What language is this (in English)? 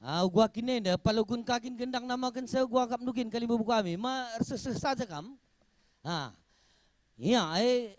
Batak Karo